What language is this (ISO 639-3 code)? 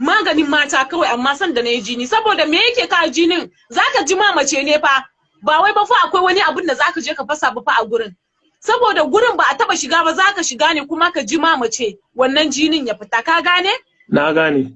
hau